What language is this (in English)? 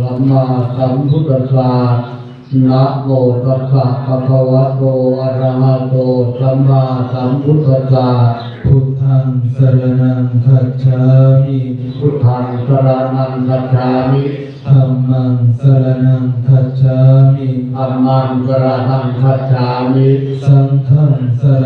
Pali